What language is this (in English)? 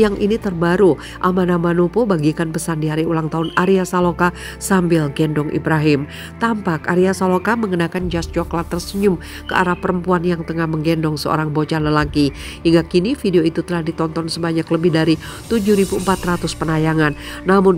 Indonesian